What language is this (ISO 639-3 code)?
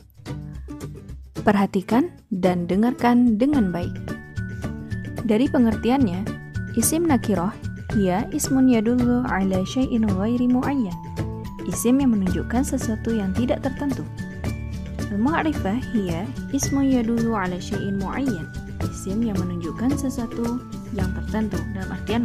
ind